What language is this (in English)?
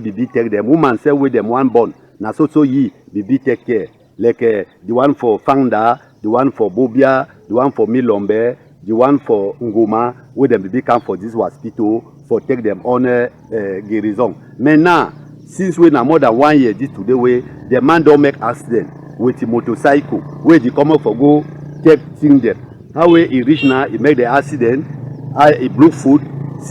Cameroon Pidgin